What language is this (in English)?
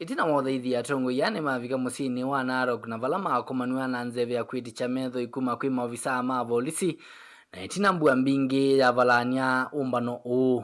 Kamba